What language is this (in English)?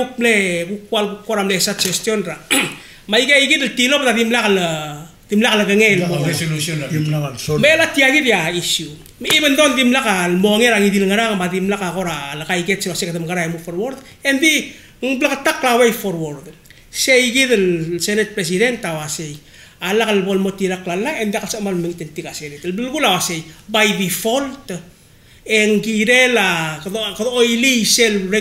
Palauan